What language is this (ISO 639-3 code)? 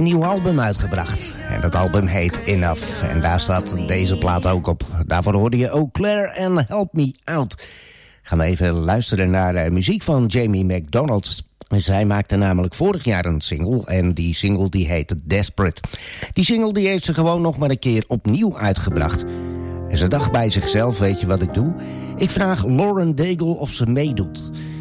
nld